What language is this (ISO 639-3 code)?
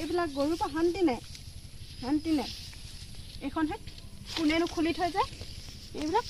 asm